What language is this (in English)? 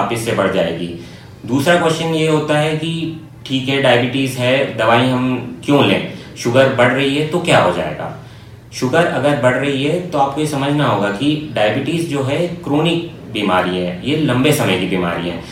Hindi